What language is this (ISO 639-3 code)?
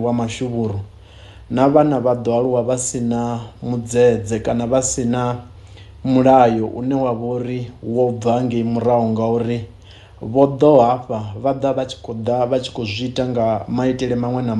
ven